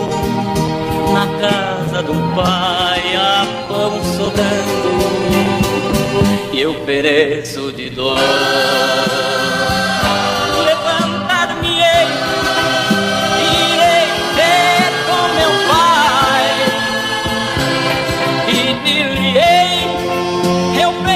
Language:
Portuguese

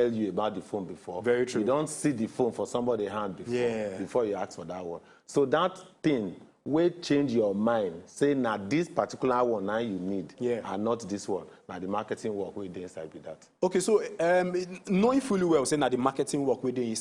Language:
Nigerian Pidgin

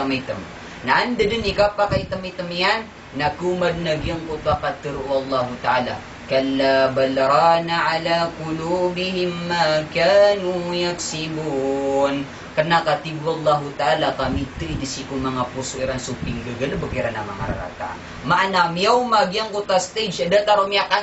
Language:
Maranao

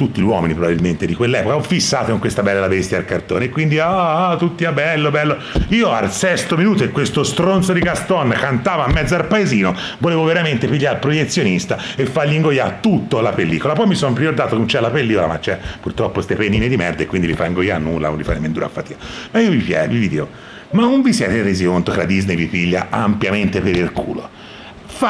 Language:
Italian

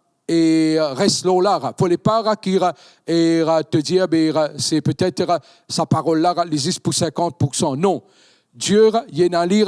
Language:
Morisyen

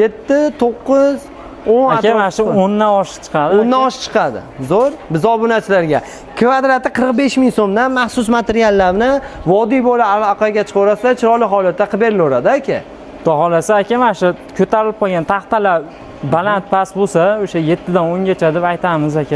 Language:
Uzbek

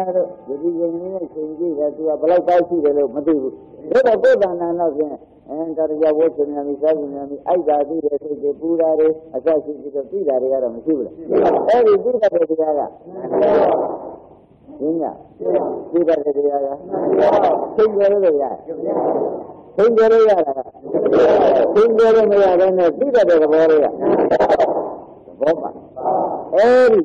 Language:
Burmese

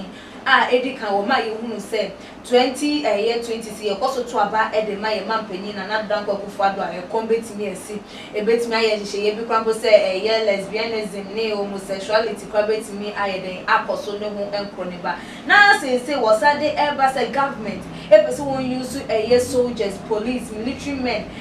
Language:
Akan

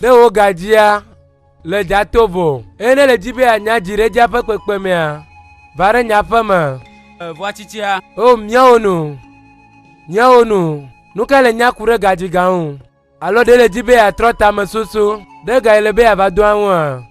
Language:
Ewe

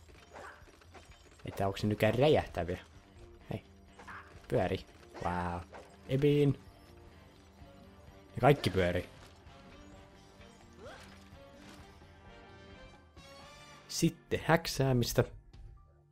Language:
Finnish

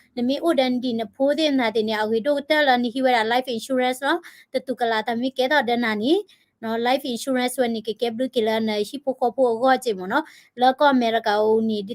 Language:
S'gaw Karen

